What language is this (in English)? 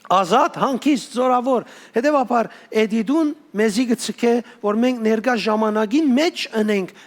Western Armenian